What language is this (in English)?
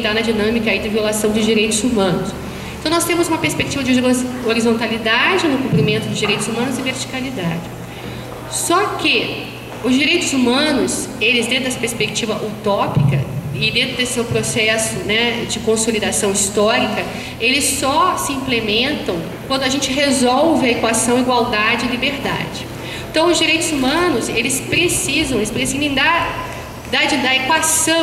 Portuguese